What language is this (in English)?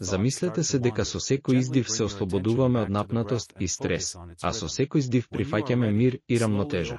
Macedonian